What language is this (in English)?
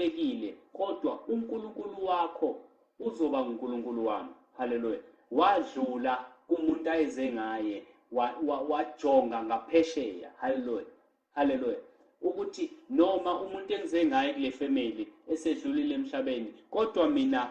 Zulu